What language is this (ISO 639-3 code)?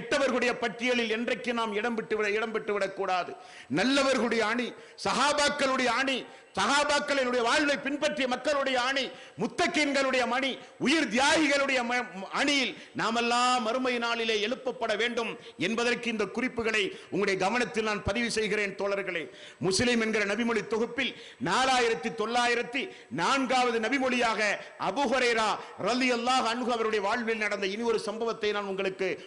tam